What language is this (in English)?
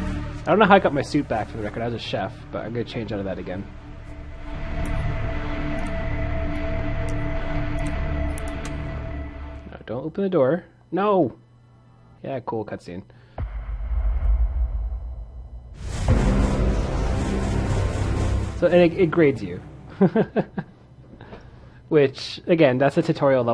English